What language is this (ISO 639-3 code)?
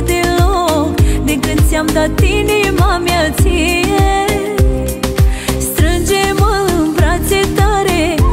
ron